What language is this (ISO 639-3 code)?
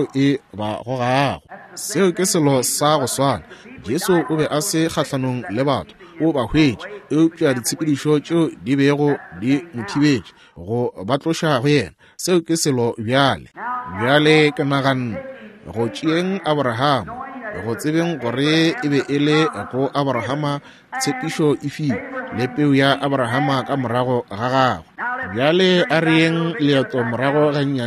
nso